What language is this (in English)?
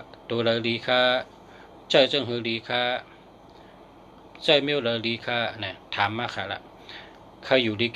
Shan